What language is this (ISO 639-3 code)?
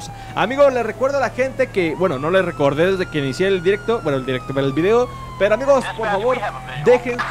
spa